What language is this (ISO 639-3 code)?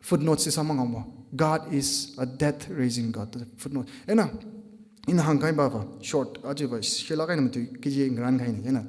nmf